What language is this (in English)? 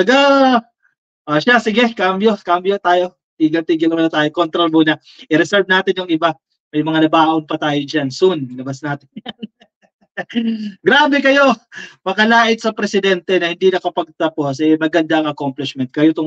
Filipino